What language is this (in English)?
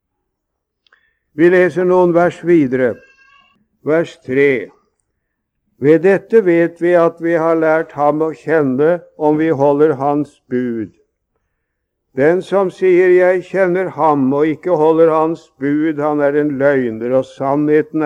Norwegian